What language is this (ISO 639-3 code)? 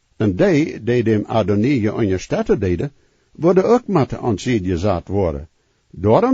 pdt